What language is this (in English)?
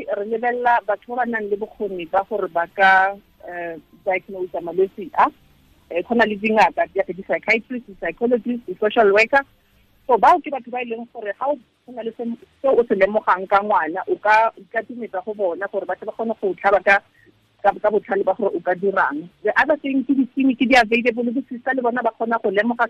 Tswana